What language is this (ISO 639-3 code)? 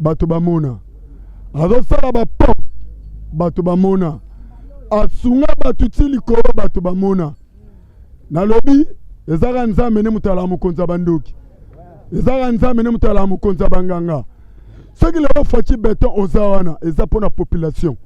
lin